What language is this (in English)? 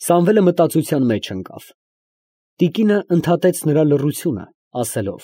Armenian